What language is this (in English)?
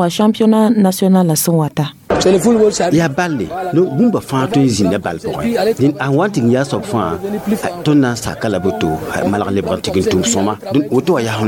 Mossi